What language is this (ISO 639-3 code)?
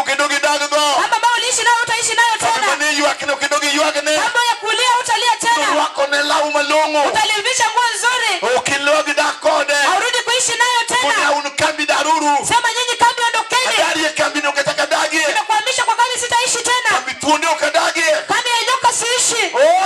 luo